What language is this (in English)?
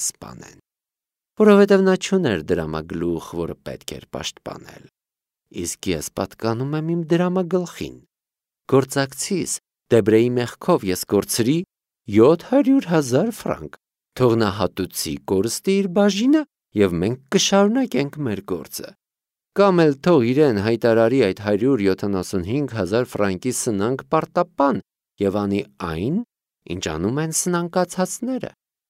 Armenian